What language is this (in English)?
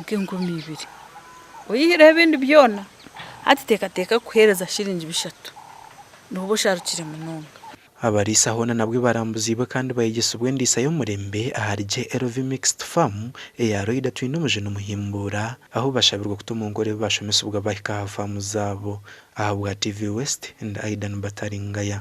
Nyankole